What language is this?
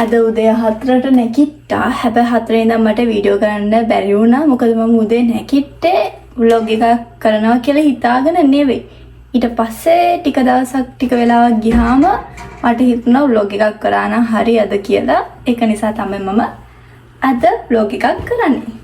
Sinhala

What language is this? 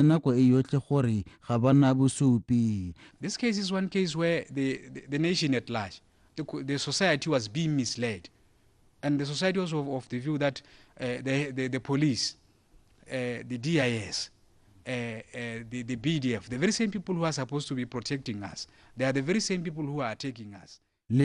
Tswana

